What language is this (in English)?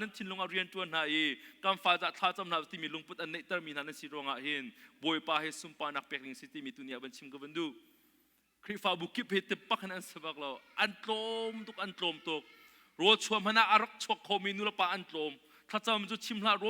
Hakha Chin